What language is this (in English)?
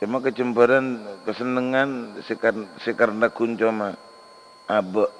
Madurese